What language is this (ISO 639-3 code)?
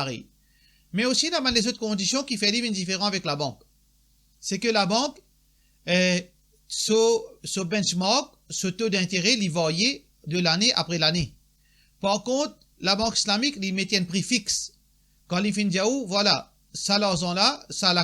mfe